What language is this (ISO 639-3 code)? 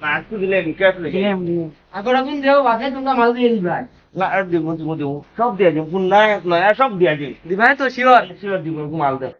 syl